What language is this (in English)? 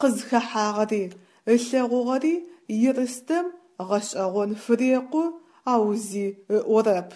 Adyghe